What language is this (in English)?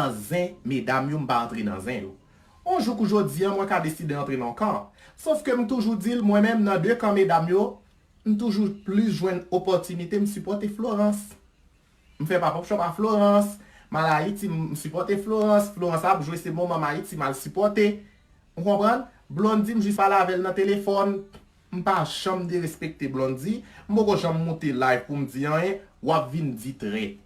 Haitian Creole